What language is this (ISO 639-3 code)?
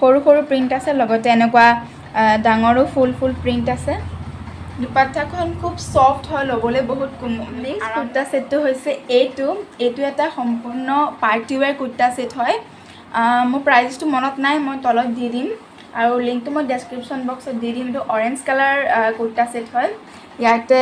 asm